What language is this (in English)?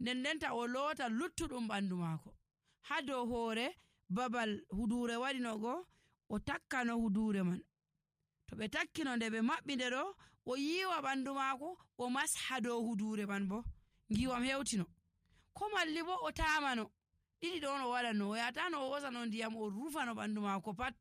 Nigerian Fulfulde